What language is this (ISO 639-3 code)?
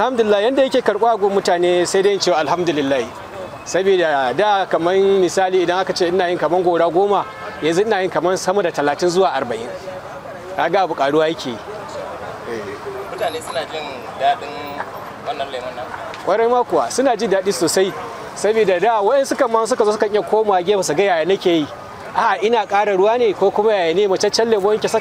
hau